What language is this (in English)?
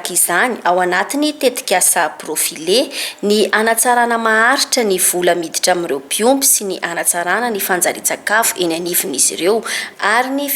Malagasy